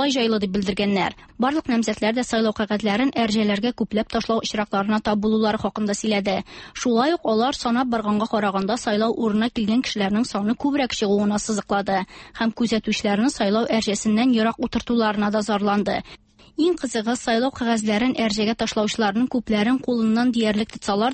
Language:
Tatar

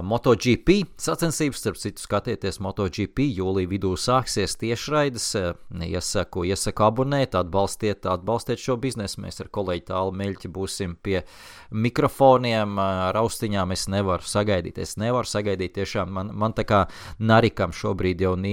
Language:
Latvian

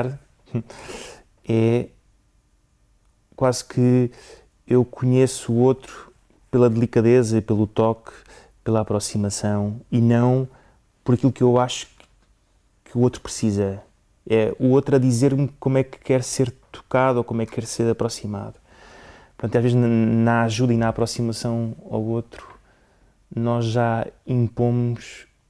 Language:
Portuguese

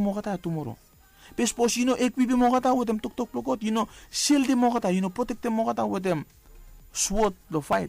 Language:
Bislama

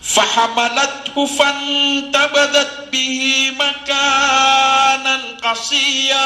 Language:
Maranao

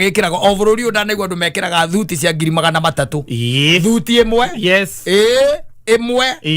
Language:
Kikuyu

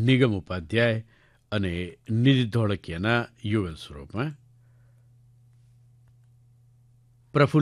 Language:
Gujarati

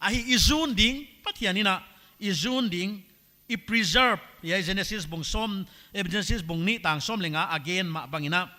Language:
Paite Chin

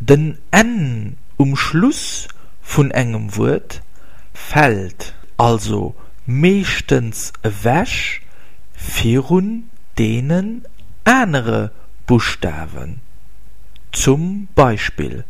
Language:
Luxembourgish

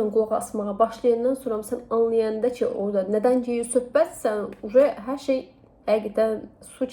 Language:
Azerbaijani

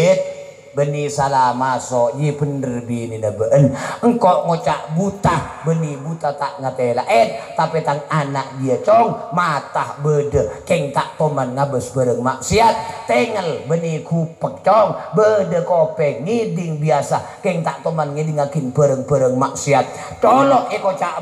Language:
Madurese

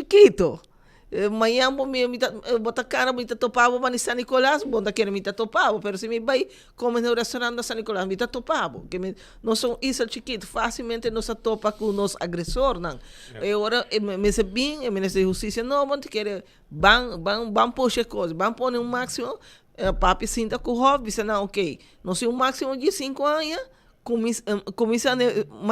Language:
Papiamento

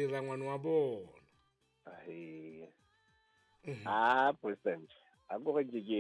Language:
Southern Sotho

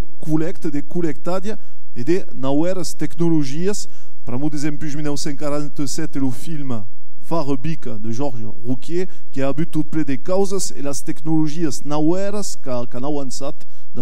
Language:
Occitan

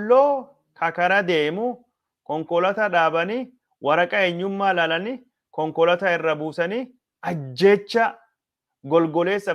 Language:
Oromo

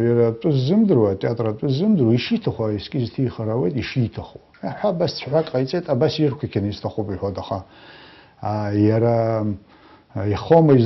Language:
Abkhazian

